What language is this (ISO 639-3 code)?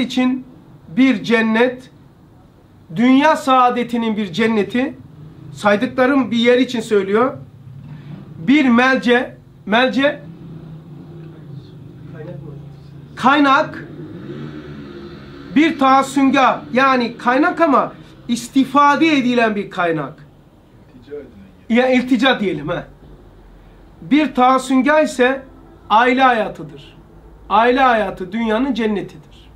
tur